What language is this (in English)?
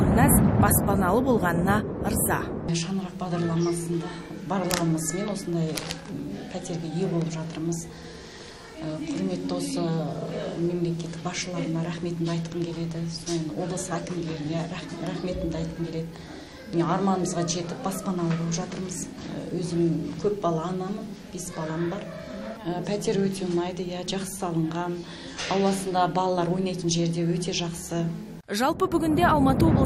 Kazakh